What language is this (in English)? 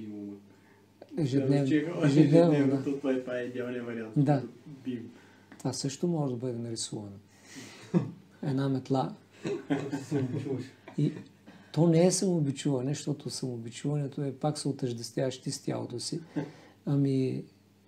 Bulgarian